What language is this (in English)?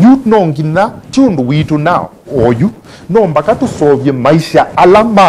Kamba